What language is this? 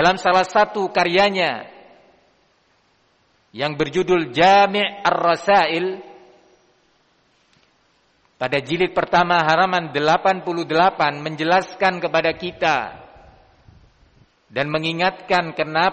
Indonesian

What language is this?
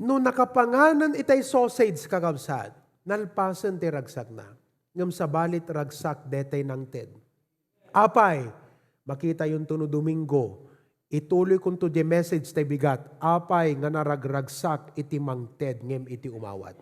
Iloko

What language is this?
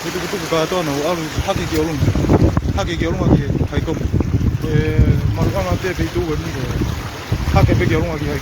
Tongan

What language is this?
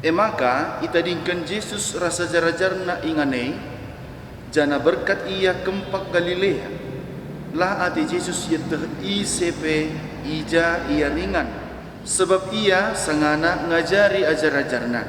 Batak Karo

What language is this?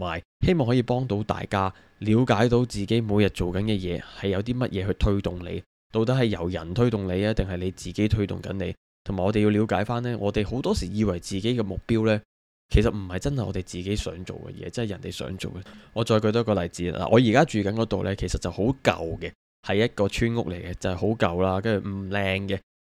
Cantonese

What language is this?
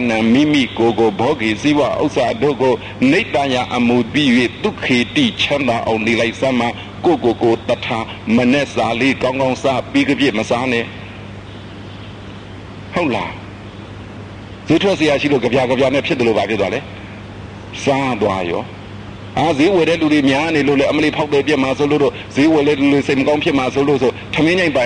Burmese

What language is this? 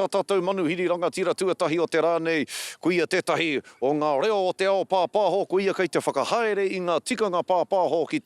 Māori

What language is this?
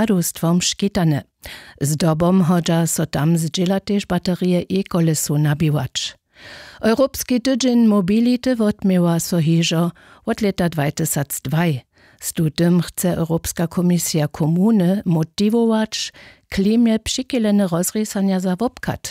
Upper Sorbian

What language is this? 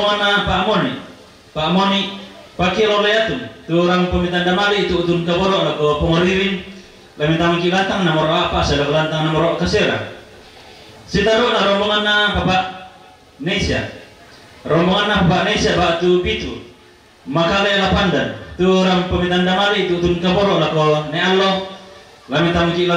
Toraja-Sa'dan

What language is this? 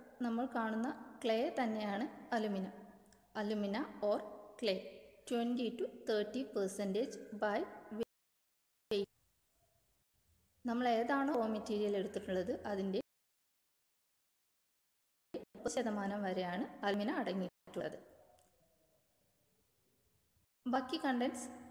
Malayalam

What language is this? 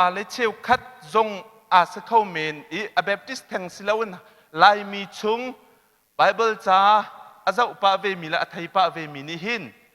Hakha Chin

